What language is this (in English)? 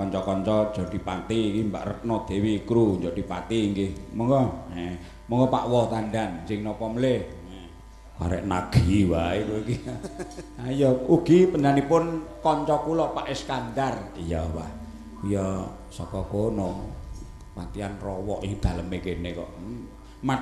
Javanese